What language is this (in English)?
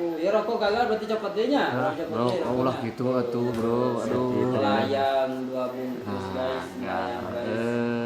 Sundanese